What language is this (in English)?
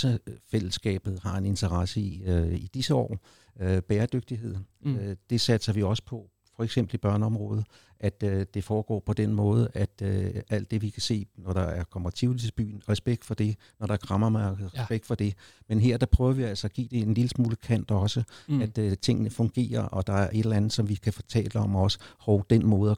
Danish